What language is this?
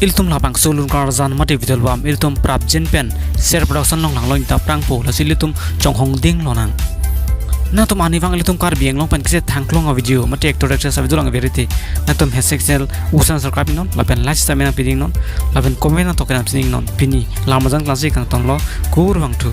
Karbi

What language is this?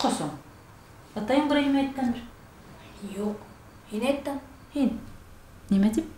Bashkir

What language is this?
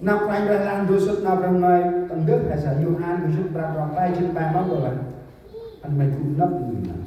Central Mnong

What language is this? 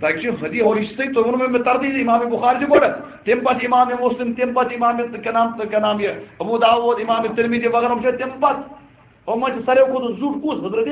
Kashmiri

